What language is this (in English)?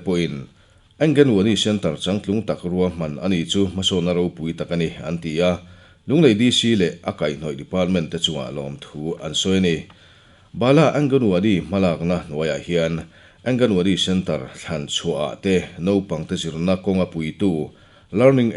Mizo